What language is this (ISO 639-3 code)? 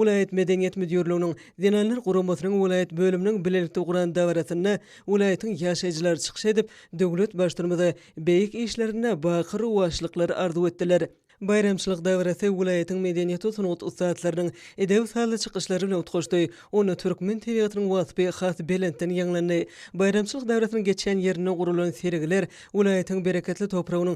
tuk